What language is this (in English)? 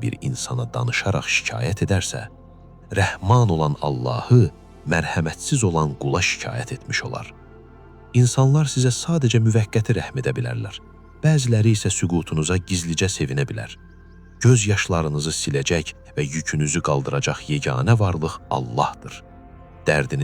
Azerbaijani